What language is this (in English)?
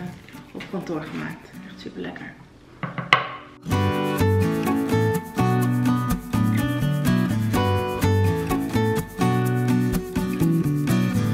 Dutch